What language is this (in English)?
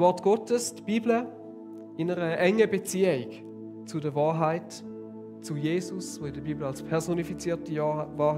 Swiss German